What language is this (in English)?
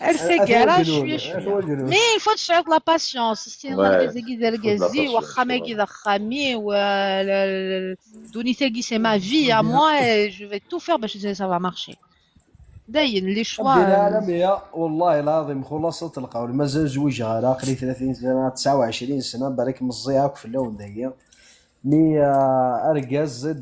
Kabyle